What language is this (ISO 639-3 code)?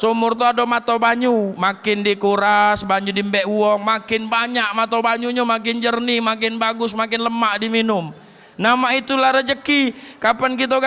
mui